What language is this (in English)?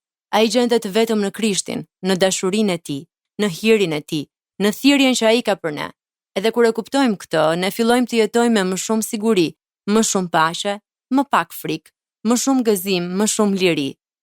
Albanian